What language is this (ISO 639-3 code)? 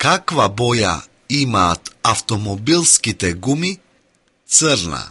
mkd